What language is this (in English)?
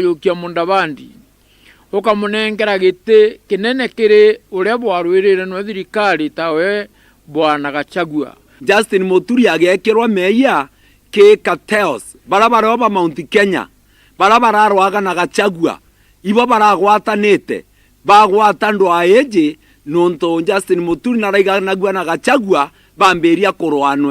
Meru